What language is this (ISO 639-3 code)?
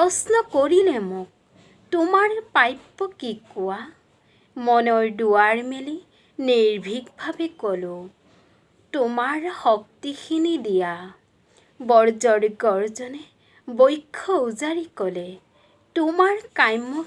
asm